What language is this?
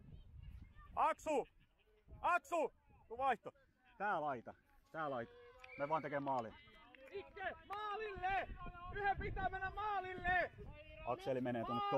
Finnish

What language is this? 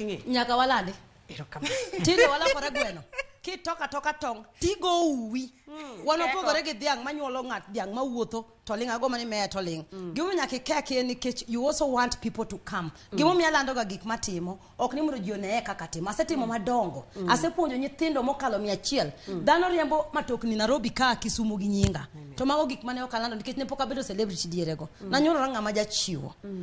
Luo (Kenya and Tanzania)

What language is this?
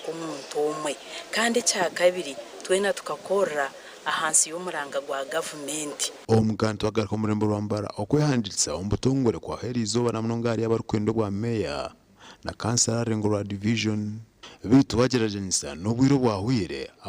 Nyankole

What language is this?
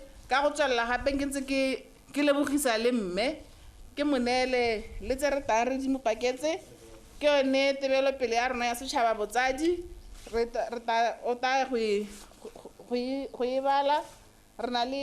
Tswana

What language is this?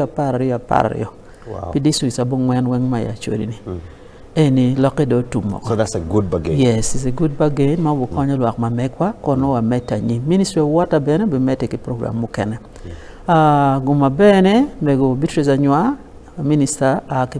Acoli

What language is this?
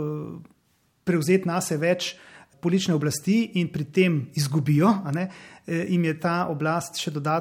Slovenian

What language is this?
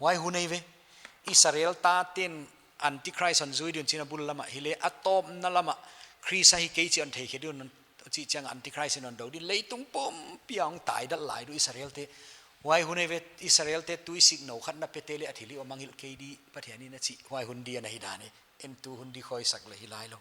Paite Chin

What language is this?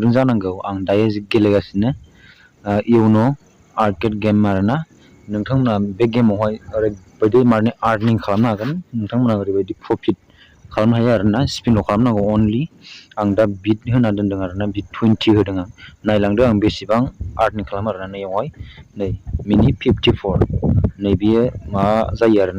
Bodo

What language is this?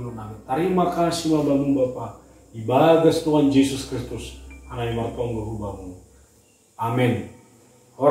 Batak Simalungun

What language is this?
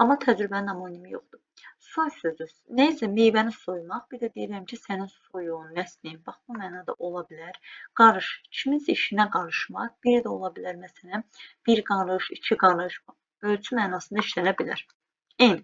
Azerbaijani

